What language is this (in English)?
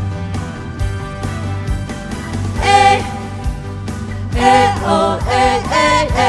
Poumei Naga